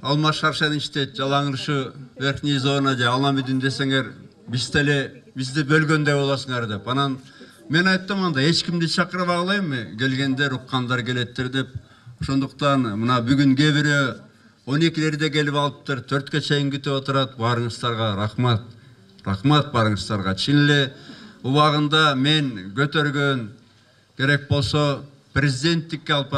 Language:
Kyrgyz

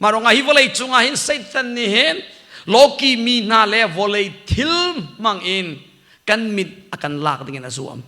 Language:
Hakha Chin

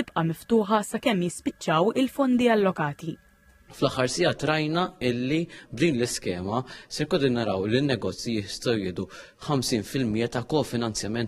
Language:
Maltese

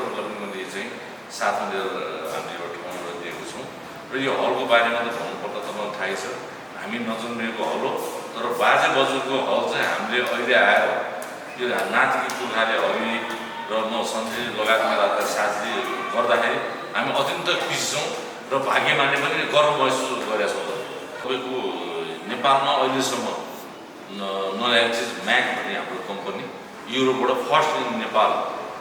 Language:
Nepali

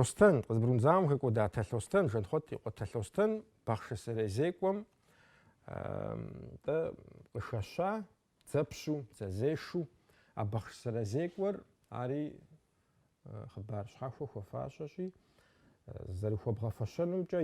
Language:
Kabardian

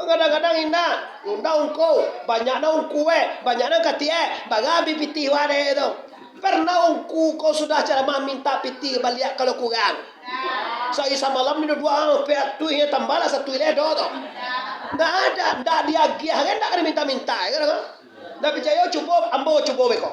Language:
Minangkabau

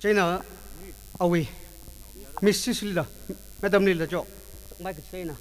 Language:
Tangkhul Naga (India)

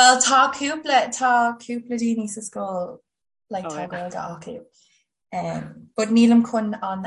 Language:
Irish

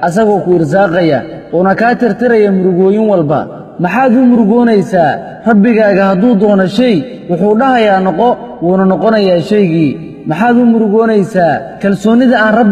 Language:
Somali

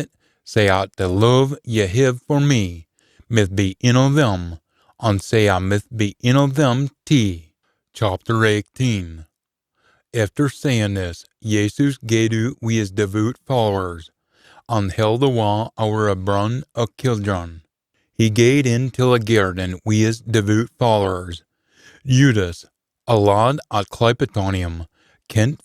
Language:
Scots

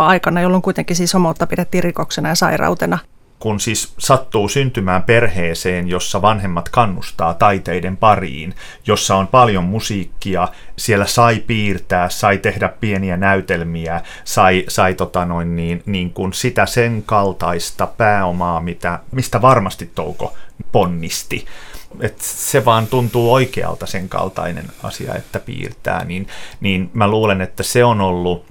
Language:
Finnish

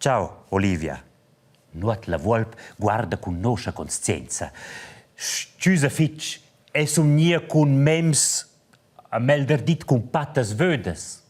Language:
Romansh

